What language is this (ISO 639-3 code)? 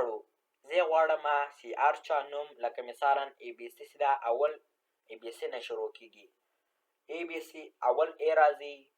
pus